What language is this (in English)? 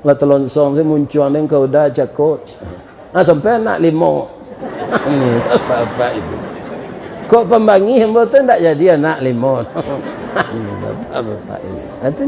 Minangkabau